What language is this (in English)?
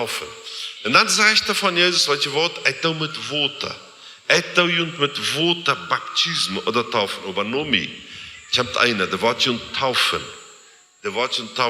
Plautdietsch